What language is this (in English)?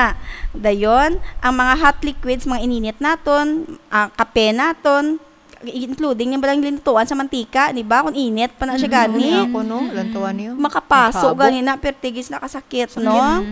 Hiligaynon